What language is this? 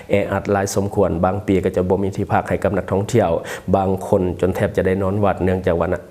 Lao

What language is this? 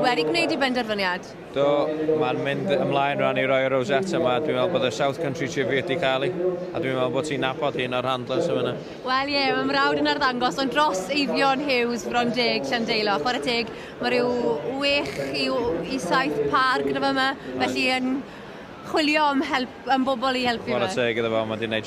Welsh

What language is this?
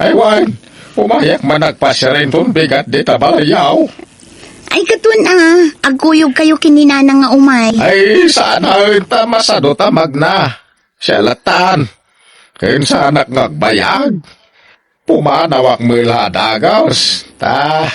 Iloko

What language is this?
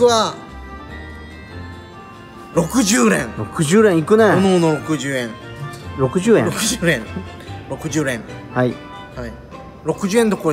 Japanese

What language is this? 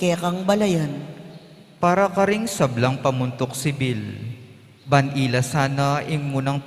Pampanga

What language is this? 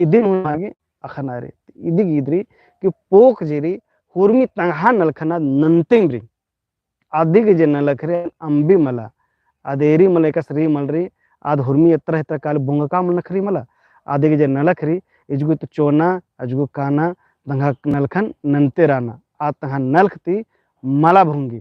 Kurukh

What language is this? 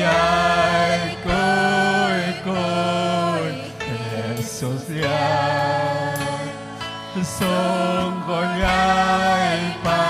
Ayacucho Quechua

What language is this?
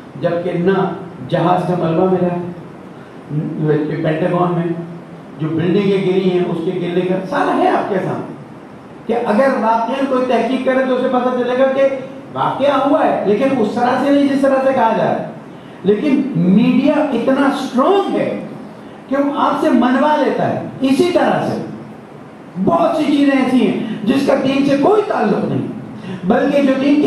Urdu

